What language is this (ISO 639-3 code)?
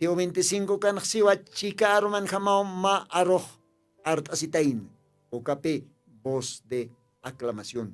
aym